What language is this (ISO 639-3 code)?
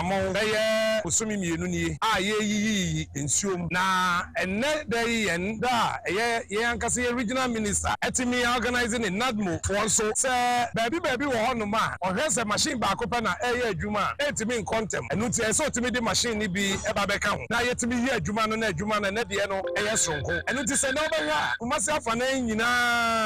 aka